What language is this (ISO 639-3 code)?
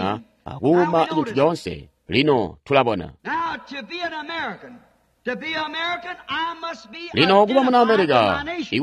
toi